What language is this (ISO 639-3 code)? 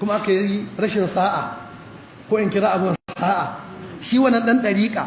hau